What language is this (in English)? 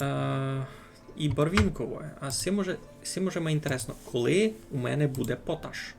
Rusyn